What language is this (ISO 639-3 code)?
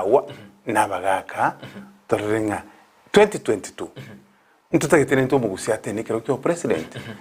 guz